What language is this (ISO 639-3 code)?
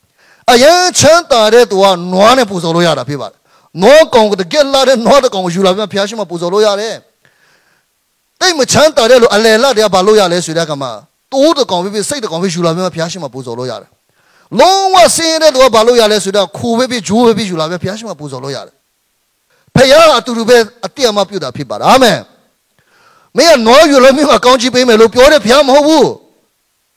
mya